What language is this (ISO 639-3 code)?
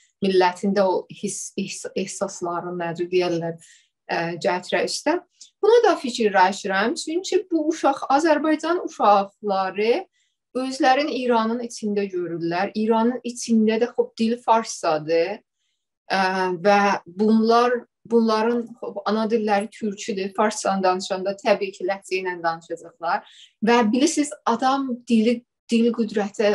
azb